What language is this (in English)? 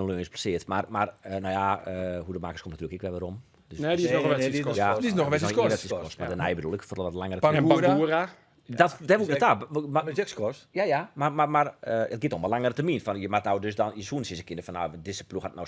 Western Frisian